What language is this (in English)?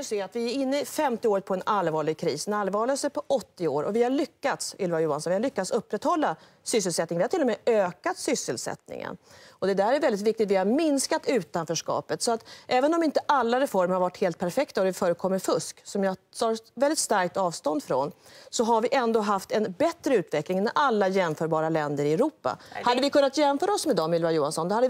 Swedish